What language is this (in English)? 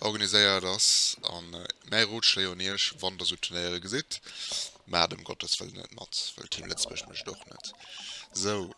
Luxembourgish